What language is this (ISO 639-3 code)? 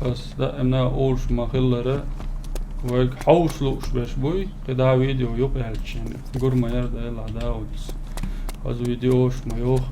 che